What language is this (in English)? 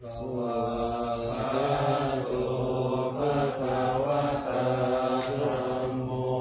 Pali